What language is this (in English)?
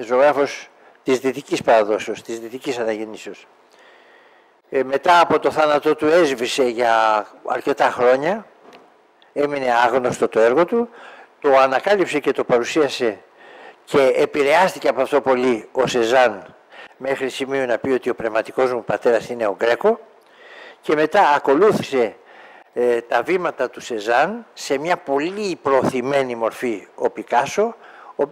Greek